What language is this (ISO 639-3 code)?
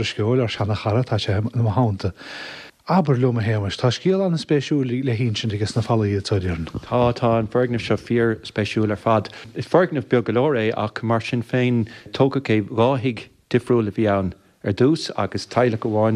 gle